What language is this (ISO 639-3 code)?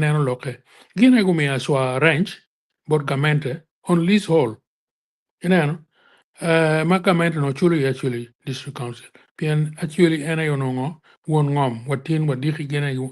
ach